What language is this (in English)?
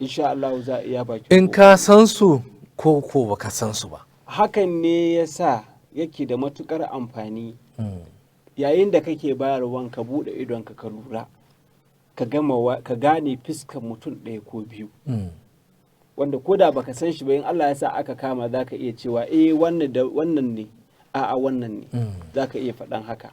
Hausa